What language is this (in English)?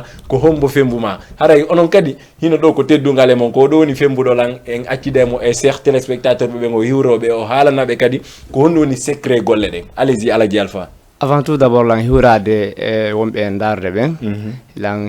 Fula